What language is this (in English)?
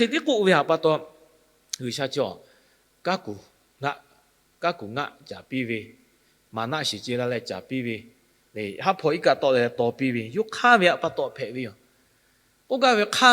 Lahu